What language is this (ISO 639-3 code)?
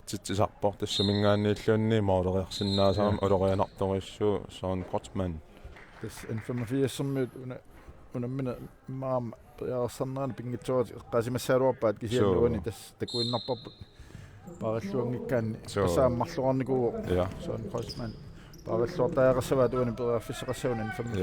kal